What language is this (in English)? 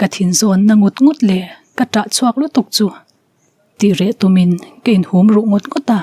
Mizo